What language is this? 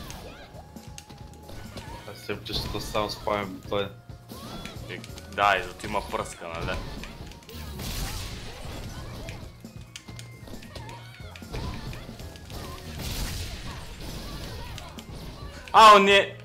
Bulgarian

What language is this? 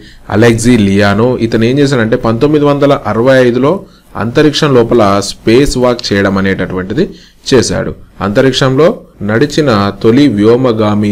Telugu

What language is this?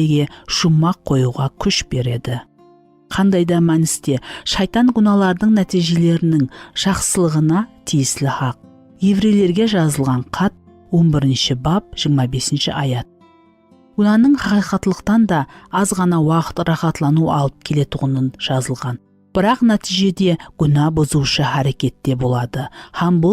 Kara-Kalpak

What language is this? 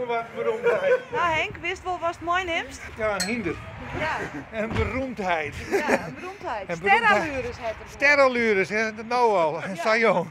Western Frisian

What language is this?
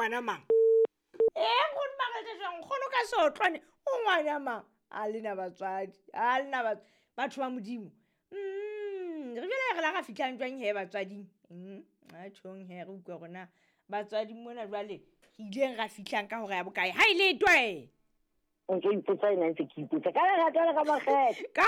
Southern Sotho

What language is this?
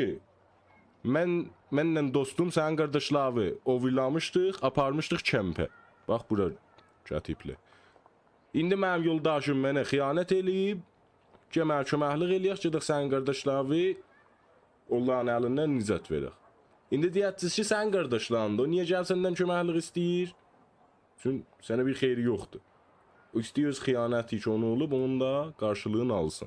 South Azerbaijani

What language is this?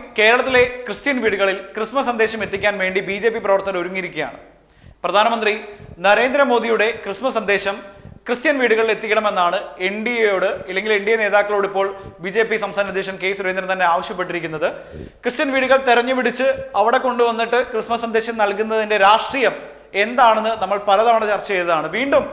Malayalam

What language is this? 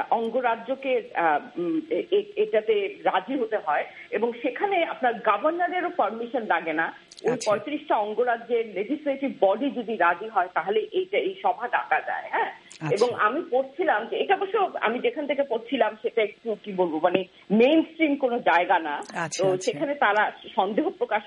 Bangla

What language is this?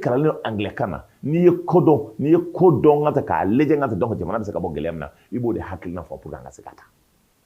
Bambara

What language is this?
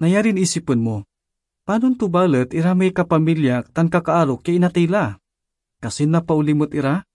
Pangasinan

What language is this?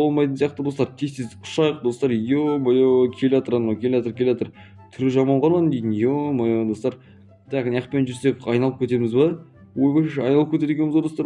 Kazakh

